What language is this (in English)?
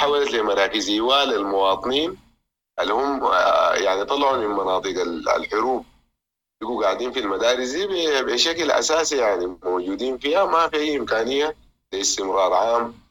Sudanese Arabic